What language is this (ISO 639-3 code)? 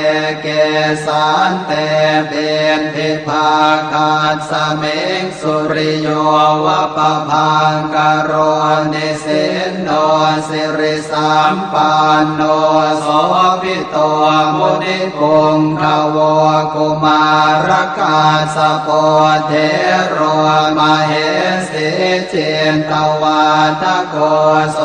pli